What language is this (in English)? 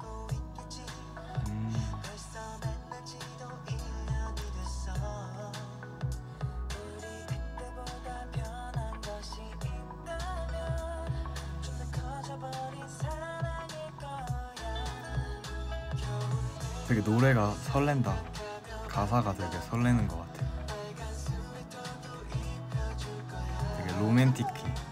Korean